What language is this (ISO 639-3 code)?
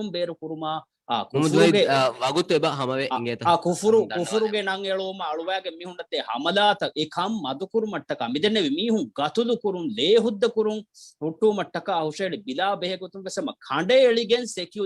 div